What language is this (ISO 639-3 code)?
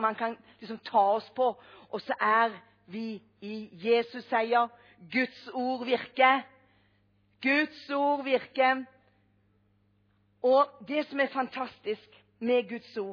nor